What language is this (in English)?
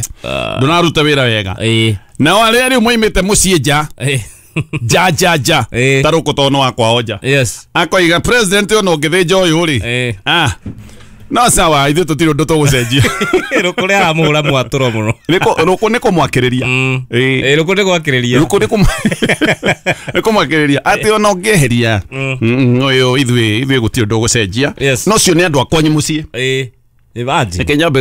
Kikuyu